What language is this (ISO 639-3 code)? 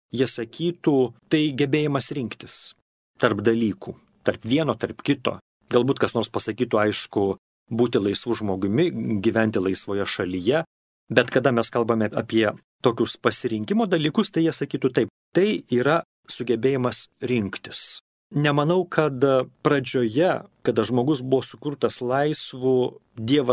lit